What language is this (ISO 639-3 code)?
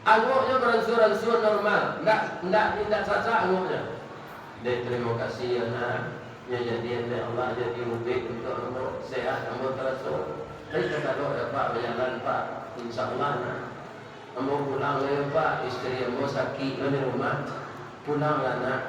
min